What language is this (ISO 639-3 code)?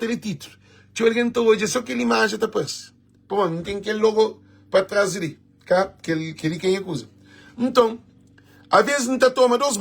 kea